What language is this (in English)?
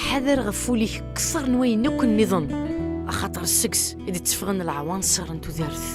Kabyle